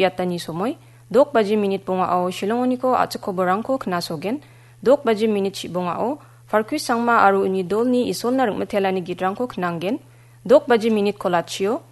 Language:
Garo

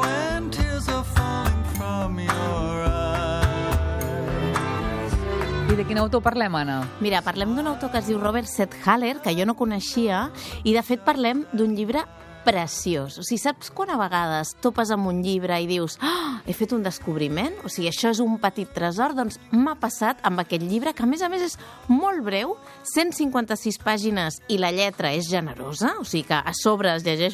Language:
Catalan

